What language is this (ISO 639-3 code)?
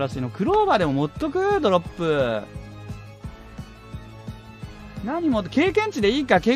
jpn